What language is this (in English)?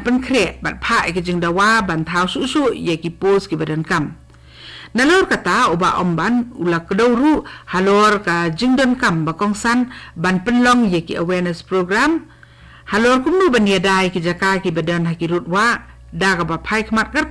Khasi